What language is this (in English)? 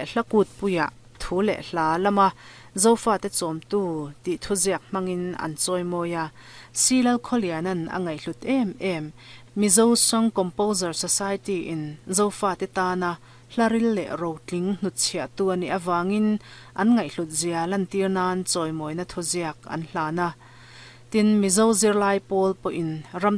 Mizo